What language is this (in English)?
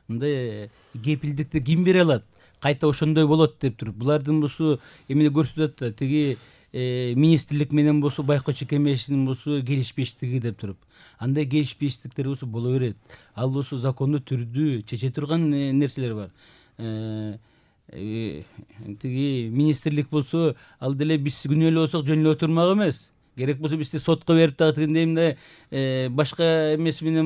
Kyrgyz